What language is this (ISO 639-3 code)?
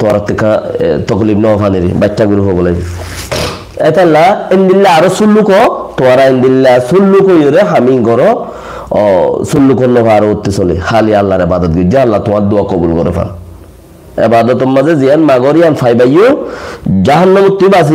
rhg